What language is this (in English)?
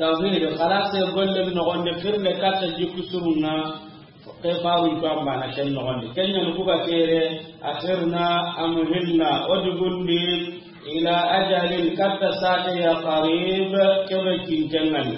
Soninke